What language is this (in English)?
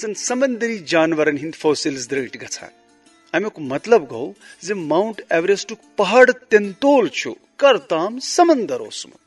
Kashmiri